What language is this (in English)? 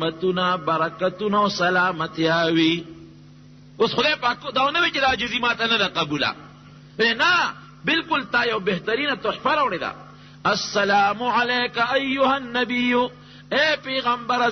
Pashto